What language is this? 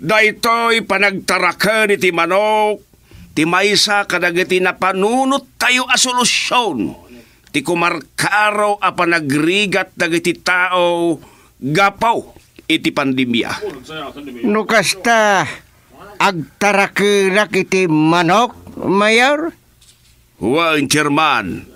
Iloko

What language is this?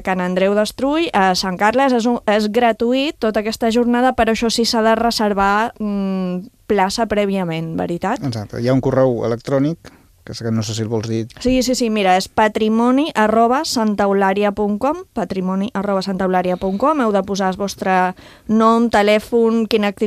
Catalan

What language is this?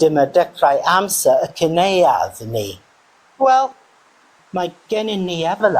Welsh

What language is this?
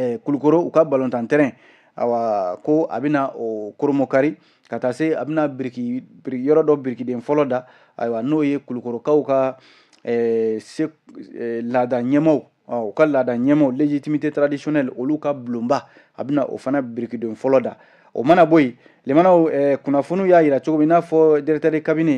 Bambara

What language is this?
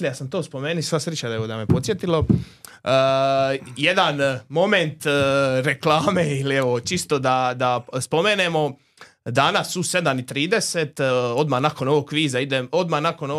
Serbian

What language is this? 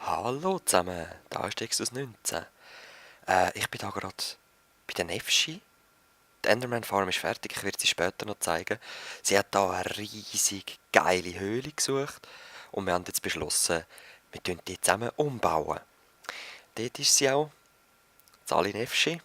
Swiss German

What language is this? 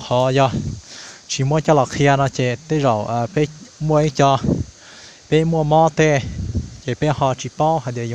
Hmong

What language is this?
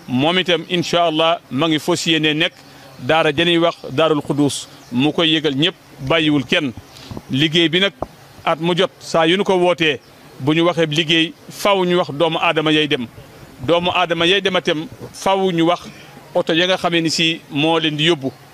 Wolof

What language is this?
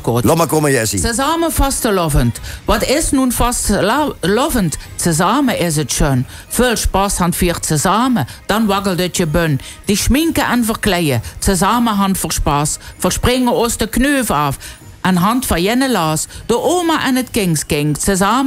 Limburgish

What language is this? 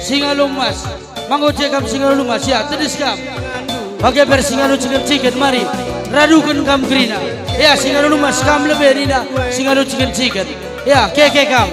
Batak Karo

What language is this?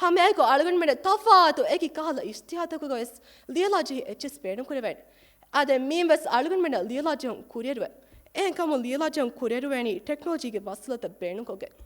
Divehi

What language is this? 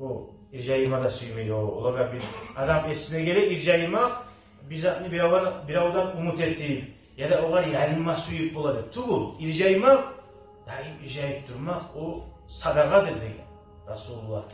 Kumyk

